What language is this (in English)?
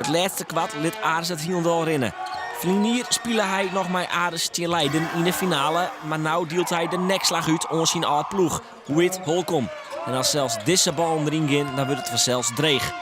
Western Frisian